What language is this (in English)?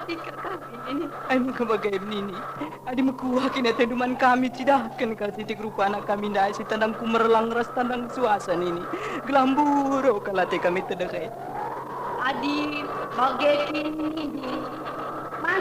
Batak Karo